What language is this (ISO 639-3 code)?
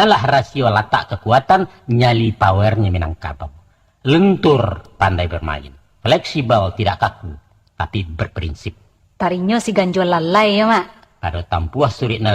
min